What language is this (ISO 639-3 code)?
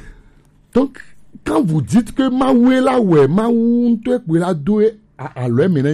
fra